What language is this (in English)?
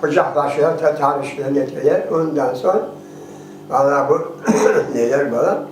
Crimean Tatar